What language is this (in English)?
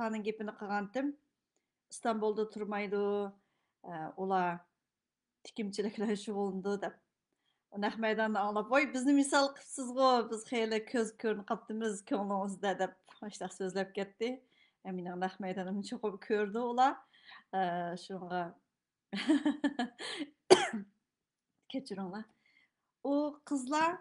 Uyghur